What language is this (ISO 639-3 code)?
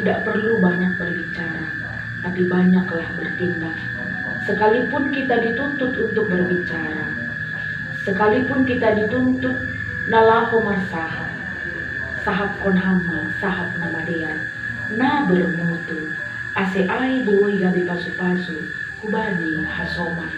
bts